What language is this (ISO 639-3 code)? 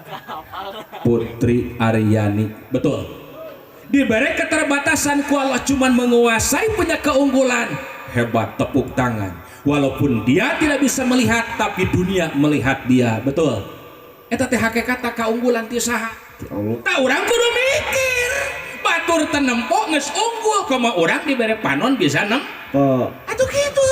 sun